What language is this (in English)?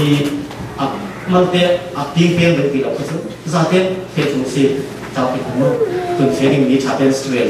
Falam Chin